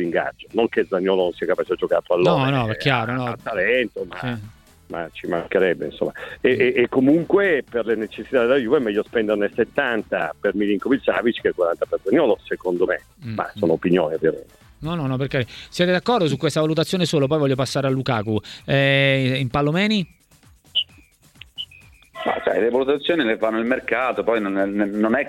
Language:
Italian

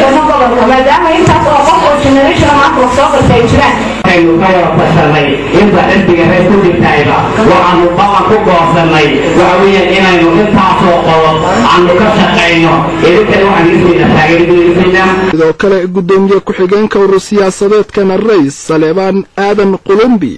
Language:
Somali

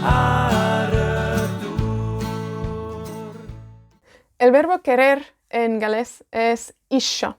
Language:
Welsh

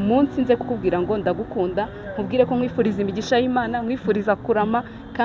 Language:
Kinyarwanda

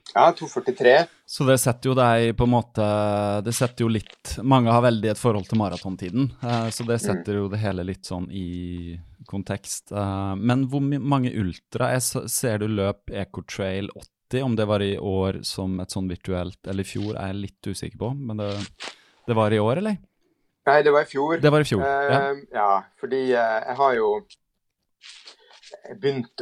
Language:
Norwegian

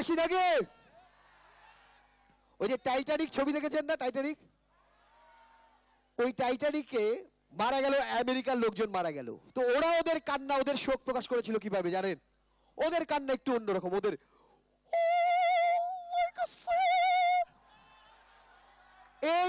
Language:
Bangla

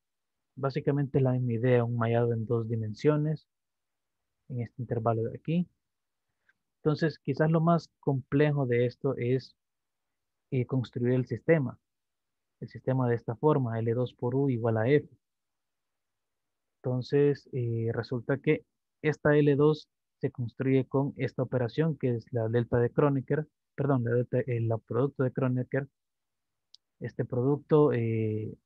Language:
Spanish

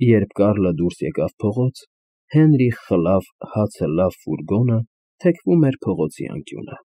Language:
Armenian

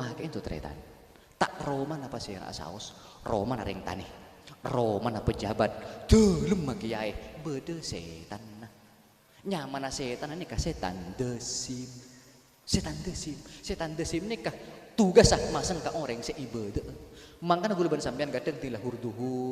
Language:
Madurese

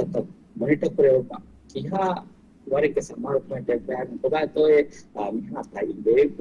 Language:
Divehi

